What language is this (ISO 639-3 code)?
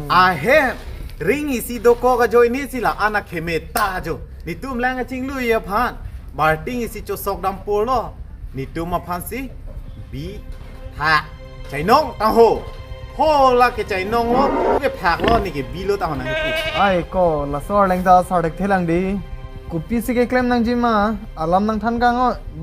mjw